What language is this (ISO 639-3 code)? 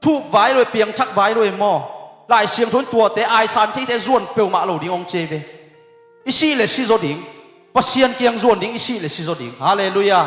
ctd